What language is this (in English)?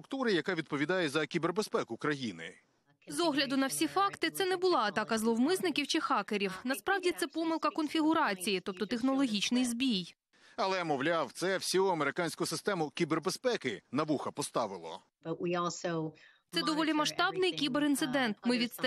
Ukrainian